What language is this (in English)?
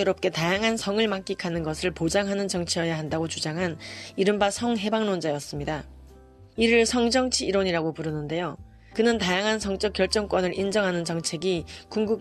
Korean